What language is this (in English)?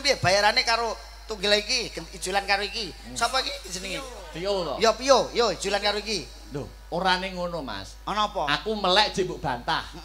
Javanese